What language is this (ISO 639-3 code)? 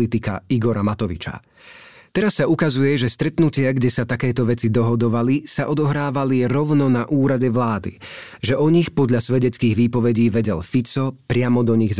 slk